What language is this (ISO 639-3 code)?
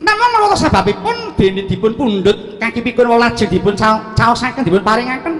jav